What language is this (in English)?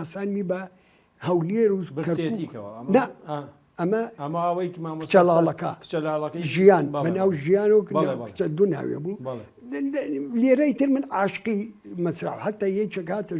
Central Kurdish